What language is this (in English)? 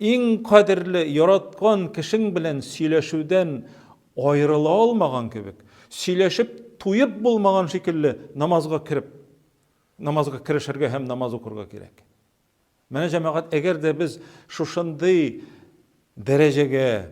Tatar